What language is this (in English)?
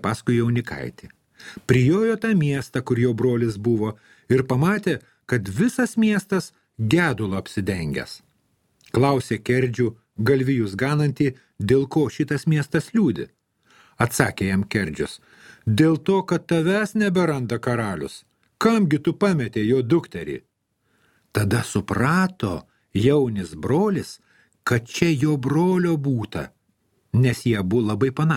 Lithuanian